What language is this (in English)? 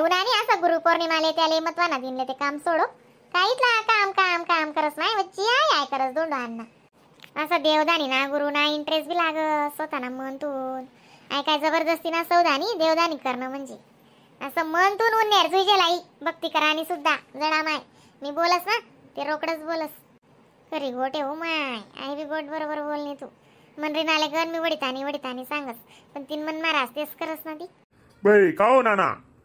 Khandesi